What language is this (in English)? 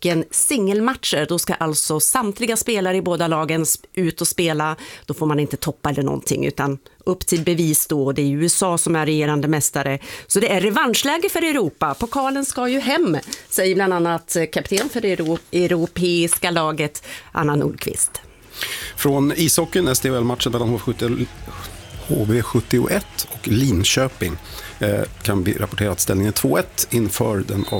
Swedish